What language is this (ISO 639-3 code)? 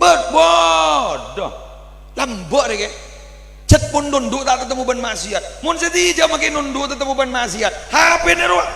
mad